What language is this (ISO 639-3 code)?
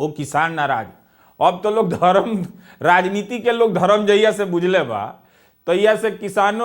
bho